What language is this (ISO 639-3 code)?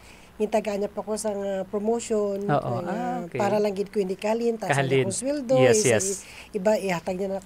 hil